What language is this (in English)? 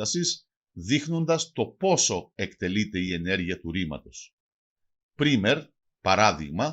Macedonian